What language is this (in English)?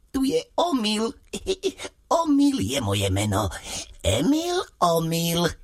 Slovak